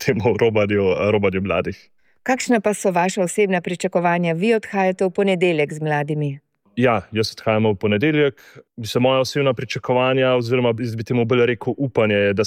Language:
Slovenian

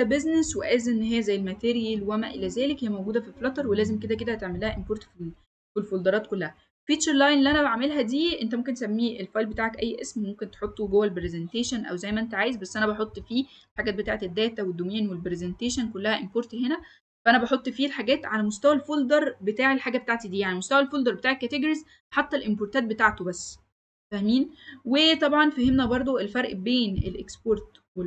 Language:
Egyptian Arabic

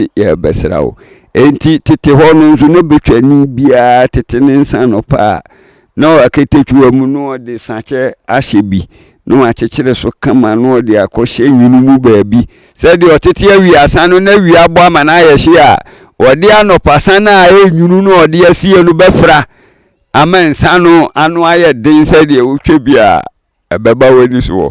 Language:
Akan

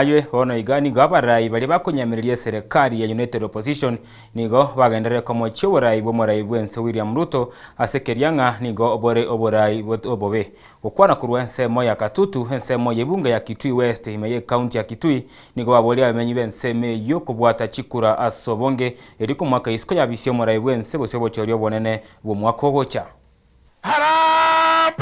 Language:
Gusii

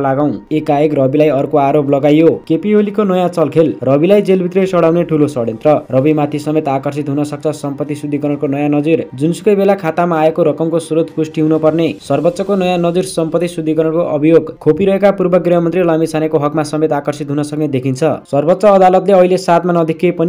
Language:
Nepali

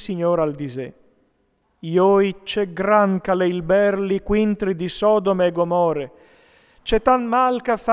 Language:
Friulian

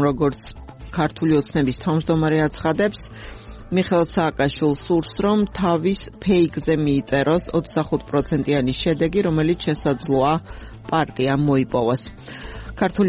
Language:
Georgian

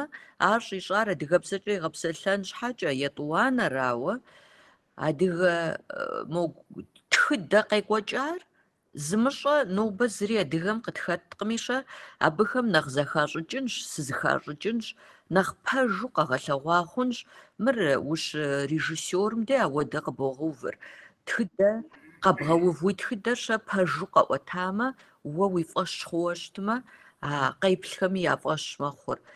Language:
Kabardian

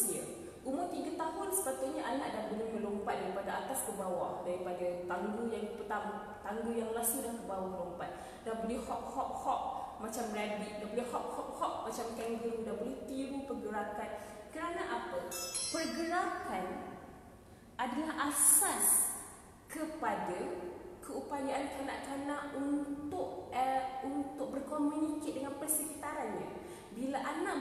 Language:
Malay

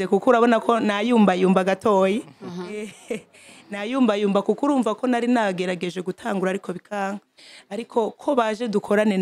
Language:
Rundi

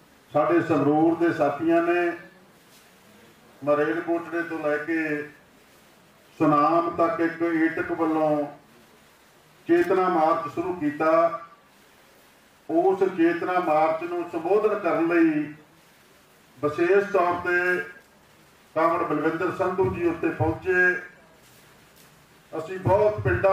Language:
Punjabi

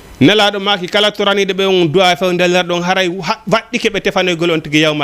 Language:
Fula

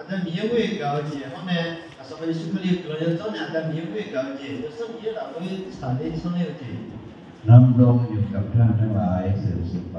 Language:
Akha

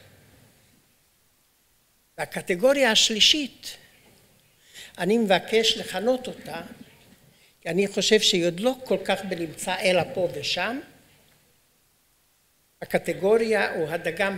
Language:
Hebrew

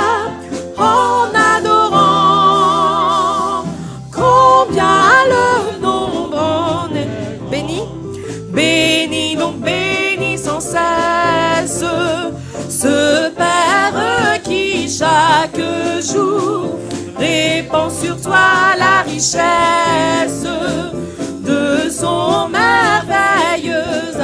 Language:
French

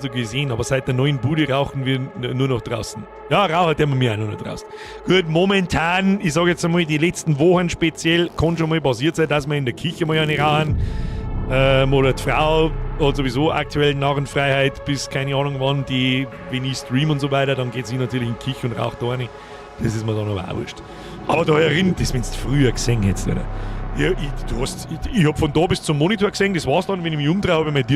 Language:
Bavarian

